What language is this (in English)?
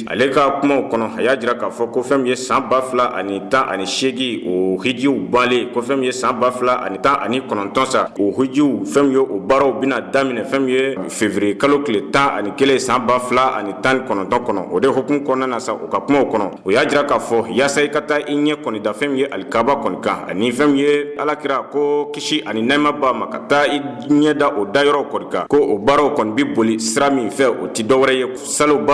Bambara